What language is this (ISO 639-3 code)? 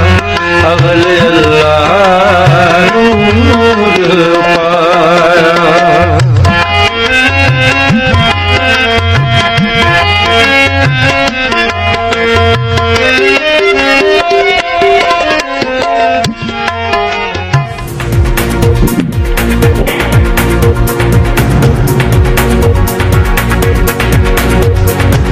pan